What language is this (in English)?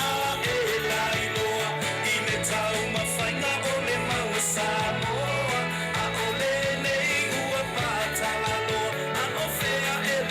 Samoan